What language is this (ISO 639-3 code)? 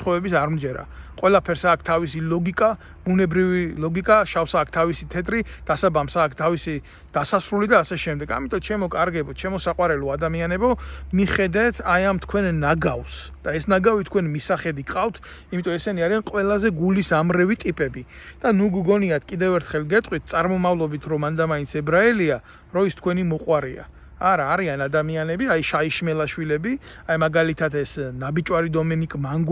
kat